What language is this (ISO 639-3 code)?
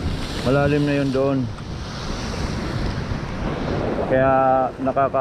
fil